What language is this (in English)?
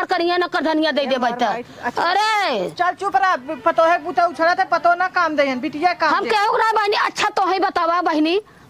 Awadhi